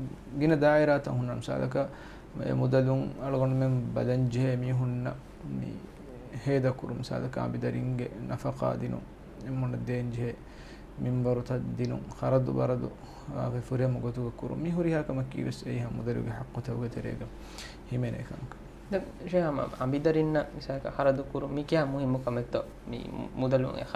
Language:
Divehi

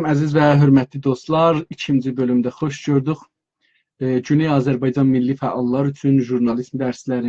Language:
South Azerbaijani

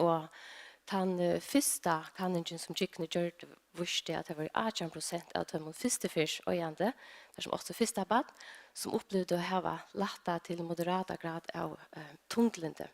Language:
Faroese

